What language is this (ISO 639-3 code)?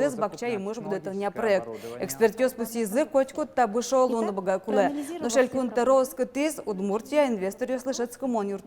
udm